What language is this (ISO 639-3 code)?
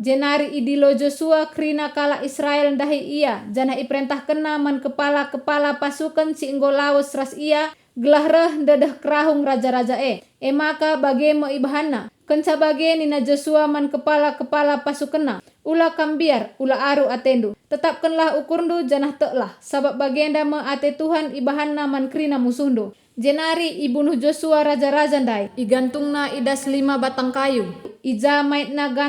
btx